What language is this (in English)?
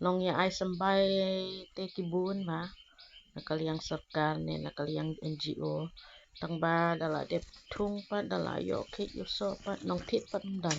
Khasi